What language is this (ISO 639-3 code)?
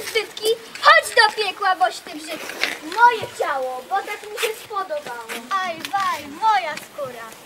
pol